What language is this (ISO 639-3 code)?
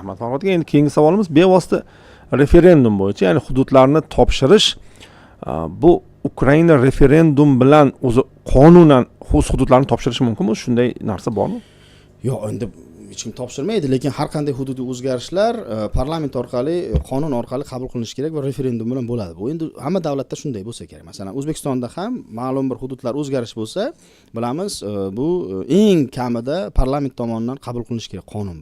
uzb